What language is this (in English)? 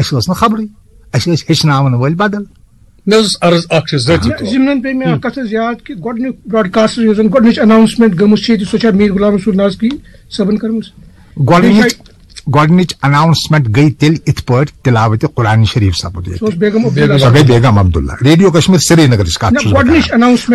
Kashmiri